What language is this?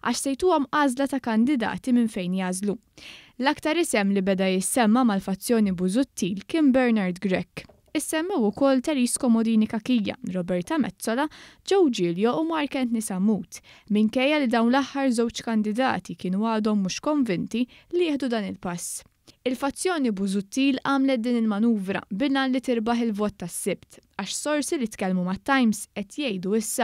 Maltese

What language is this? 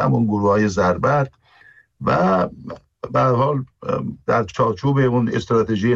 Persian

